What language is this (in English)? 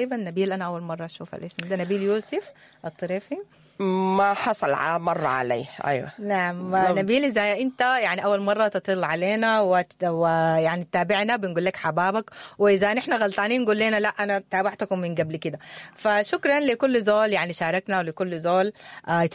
Sudanese Arabic